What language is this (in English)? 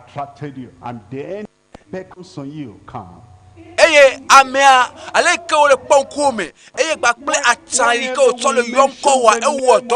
Ewe